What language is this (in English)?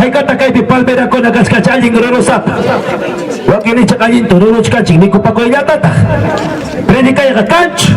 Ayacucho Quechua